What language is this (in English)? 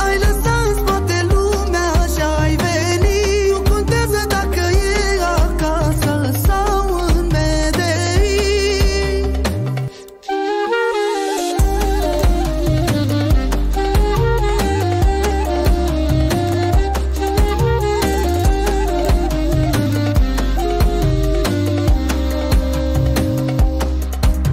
Romanian